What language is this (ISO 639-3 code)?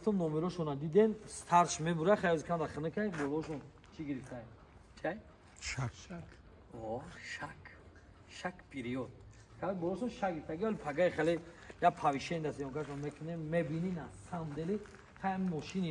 tgk